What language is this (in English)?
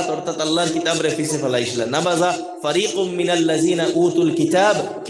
Sylheti